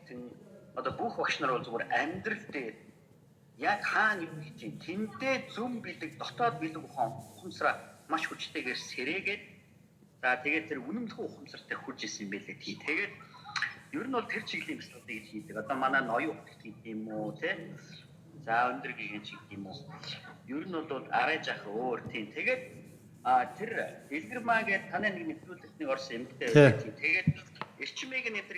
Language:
Mongolian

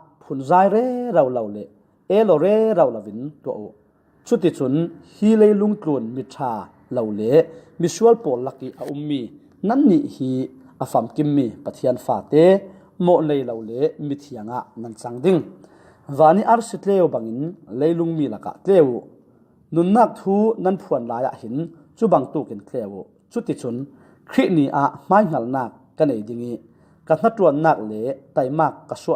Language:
Falam Chin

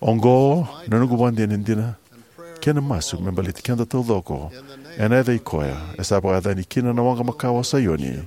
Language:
Fijian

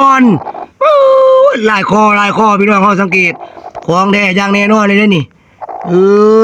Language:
Lao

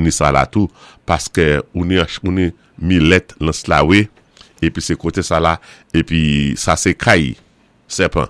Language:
Saint Lucian Creole French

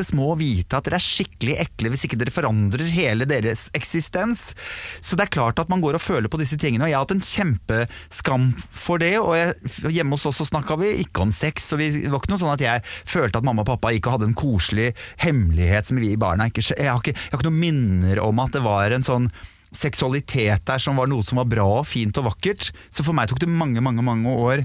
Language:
Norwegian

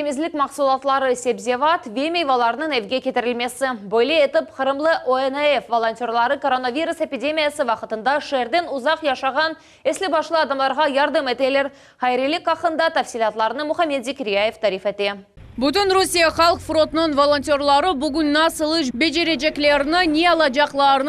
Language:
Crimean Tatar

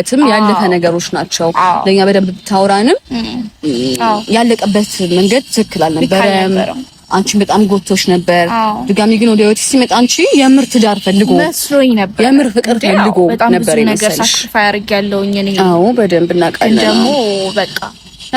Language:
Amharic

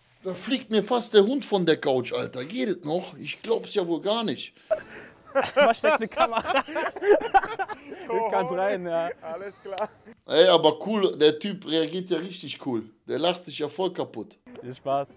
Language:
German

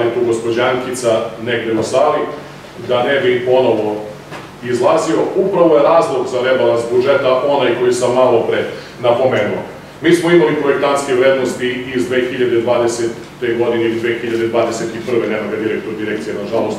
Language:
Serbian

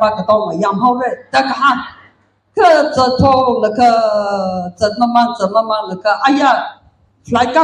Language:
Tangkhul Naga (India)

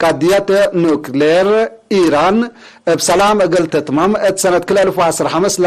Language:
Tigre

